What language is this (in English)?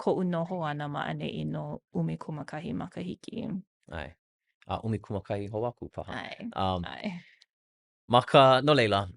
Hawaiian